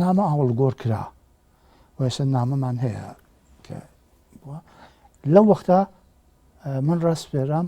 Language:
Central Kurdish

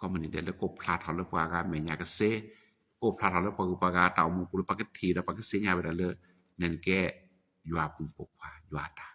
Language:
S'gaw Karen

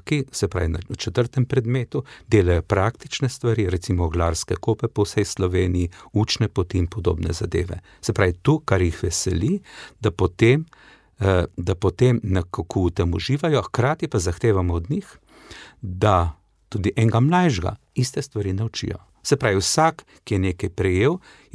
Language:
Slovenian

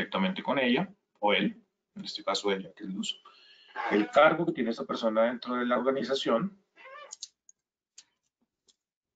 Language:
Spanish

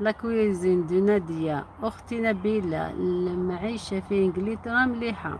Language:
Algerian Arabic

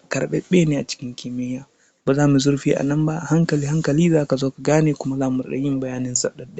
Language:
Hausa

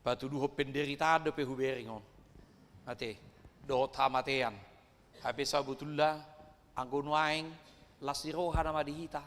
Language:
Batak Toba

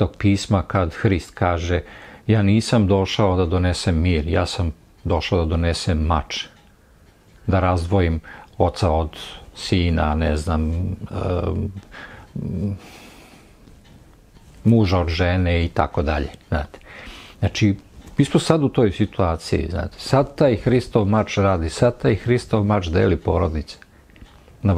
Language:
Serbian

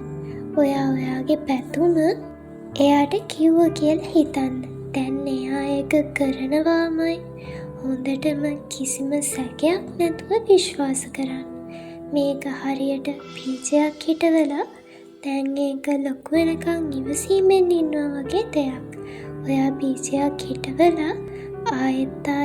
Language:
Sinhala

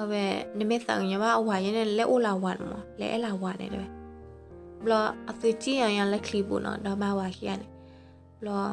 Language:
S'gaw Karen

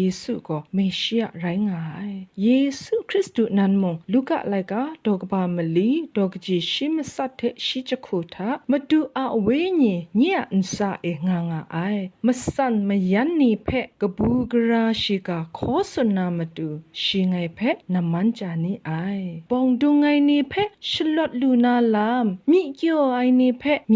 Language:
Kachin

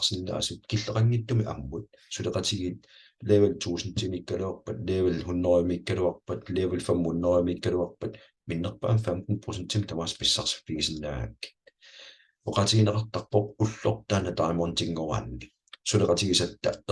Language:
Kalaallisut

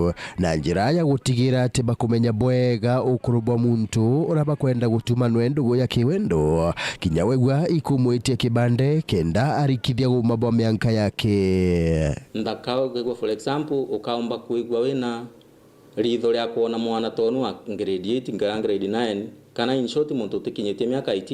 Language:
Meru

